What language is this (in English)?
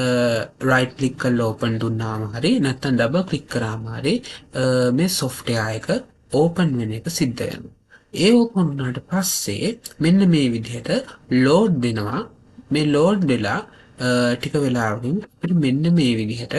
Sinhala